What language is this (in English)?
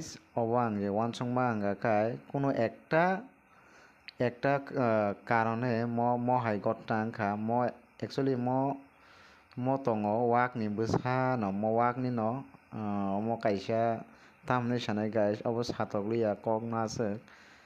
Kok Borok